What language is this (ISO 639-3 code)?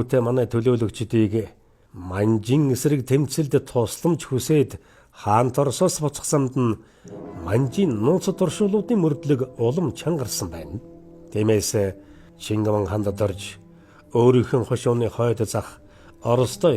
mon